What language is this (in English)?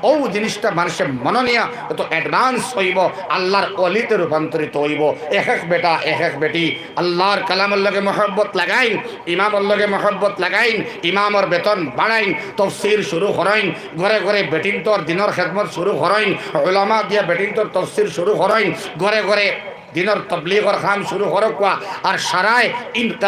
Sylheti